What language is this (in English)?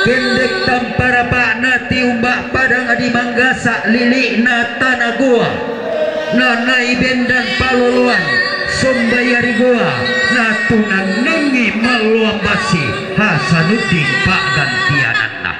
Toraja-Sa'dan